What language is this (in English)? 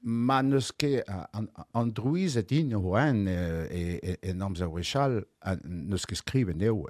Breton